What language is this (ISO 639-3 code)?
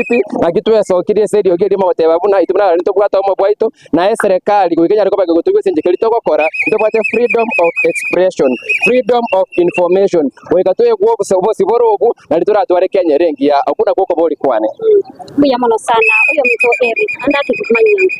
guz